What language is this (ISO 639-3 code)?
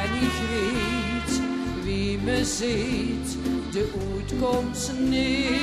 lim